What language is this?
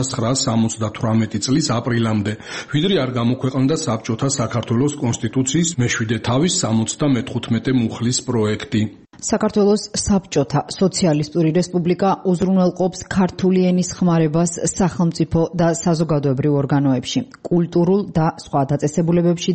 Georgian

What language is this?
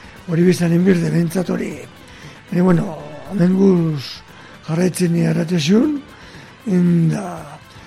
Basque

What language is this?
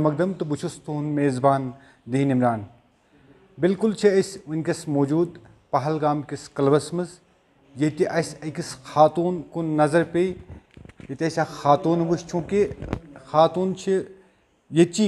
Kashmiri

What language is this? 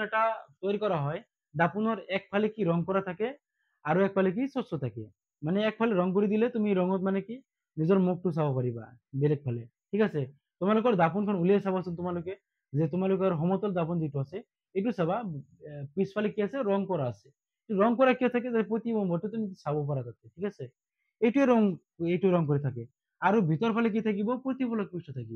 Assamese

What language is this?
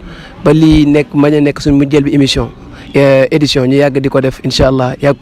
Wolof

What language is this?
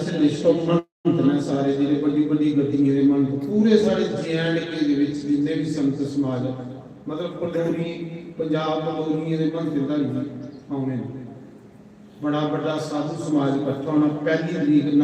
Dogri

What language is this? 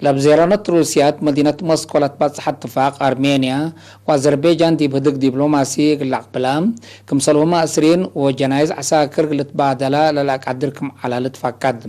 Tigre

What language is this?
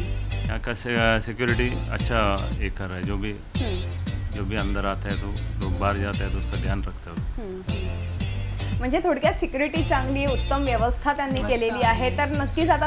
Marathi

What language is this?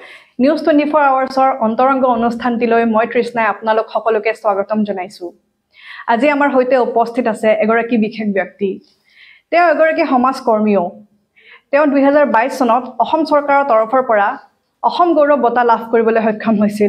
Assamese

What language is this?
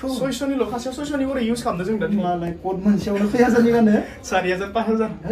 Bodo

